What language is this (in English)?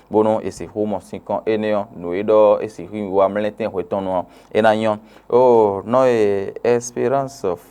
Fon